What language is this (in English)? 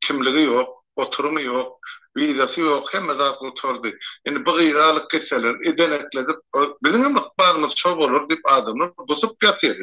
Turkmen